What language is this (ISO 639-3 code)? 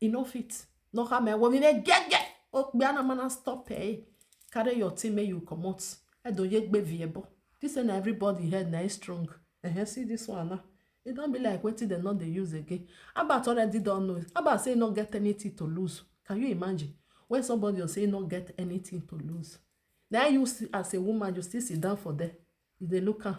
pcm